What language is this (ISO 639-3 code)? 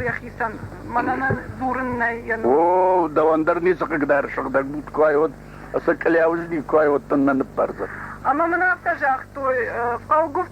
oss